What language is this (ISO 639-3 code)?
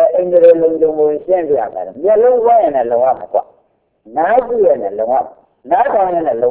mya